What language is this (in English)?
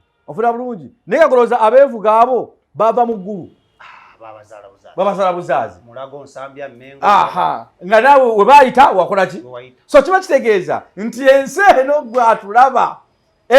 Ganda